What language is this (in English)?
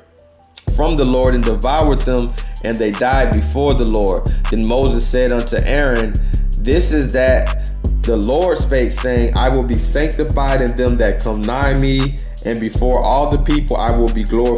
English